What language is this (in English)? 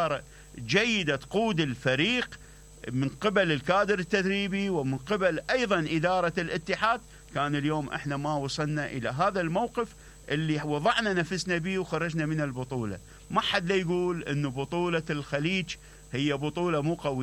Mesopotamian Arabic